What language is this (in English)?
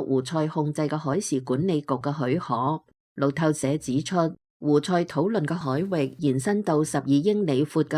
Cantonese